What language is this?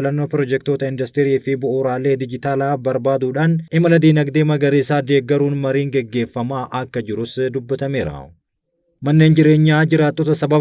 Oromo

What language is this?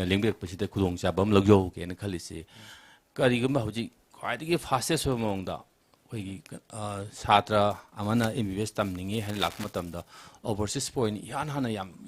Manipuri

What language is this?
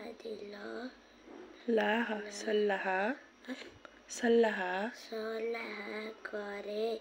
Nepali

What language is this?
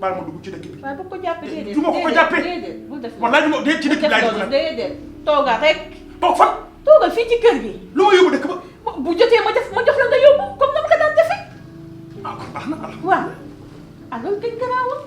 Wolof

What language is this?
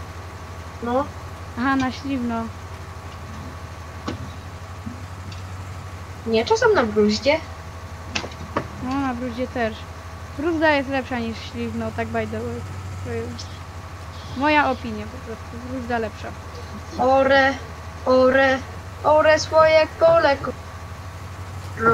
Polish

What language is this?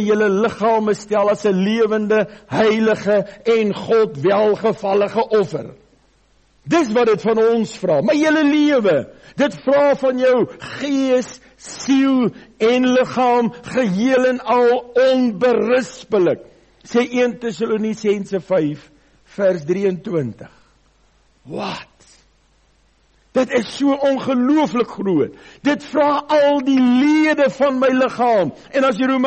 Afrikaans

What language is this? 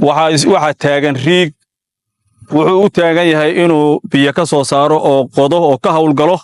Somali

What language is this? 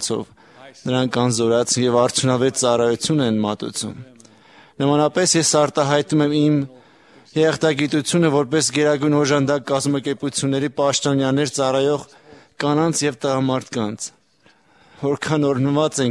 Armenian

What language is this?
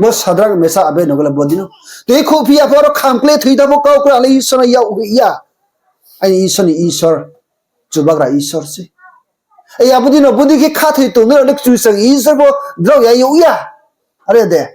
Riang (India)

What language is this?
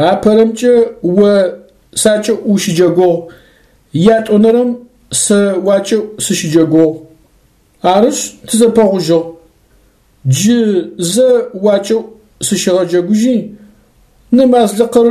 Adyghe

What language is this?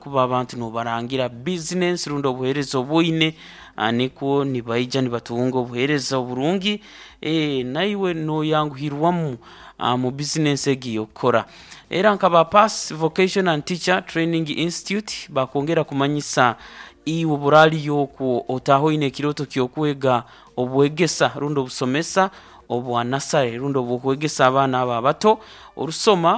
Nyoro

